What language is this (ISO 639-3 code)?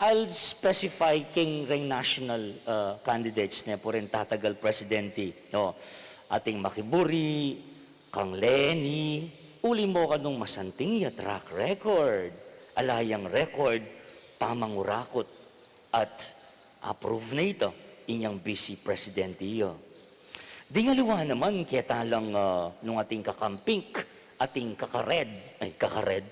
pam